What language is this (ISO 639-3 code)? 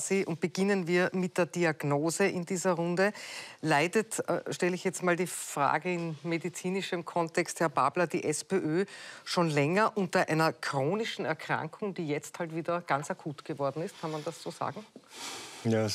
deu